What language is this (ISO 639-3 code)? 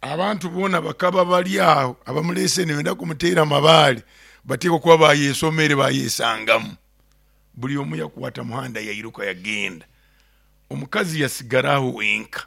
nyo